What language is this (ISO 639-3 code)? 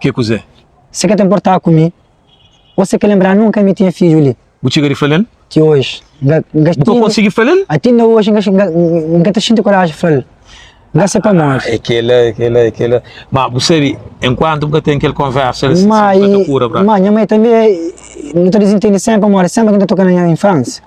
kea